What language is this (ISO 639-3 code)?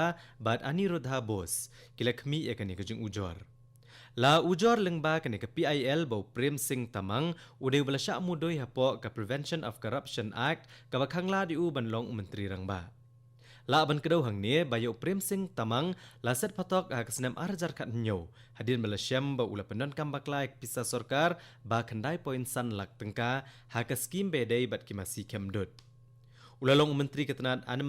kha